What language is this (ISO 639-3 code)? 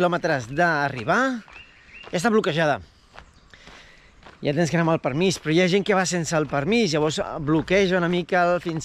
cat